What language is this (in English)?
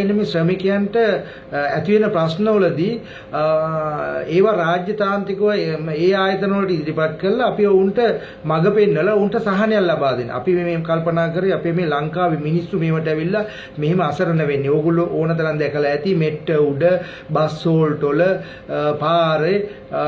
Sinhala